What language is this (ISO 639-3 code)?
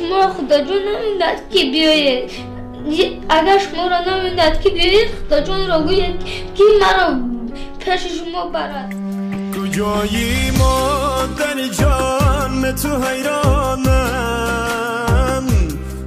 tgk